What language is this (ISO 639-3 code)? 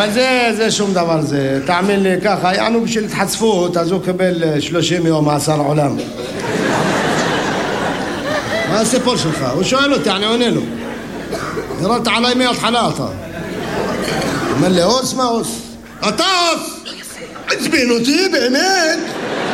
heb